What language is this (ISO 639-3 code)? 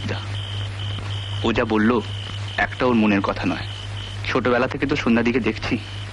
ben